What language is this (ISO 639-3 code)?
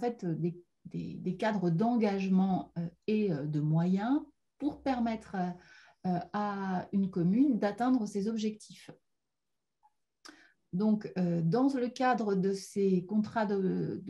fra